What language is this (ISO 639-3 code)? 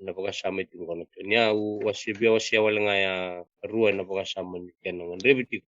fij